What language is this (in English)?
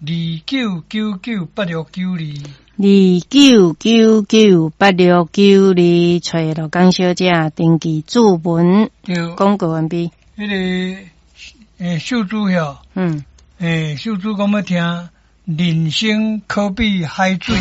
Min Nan Chinese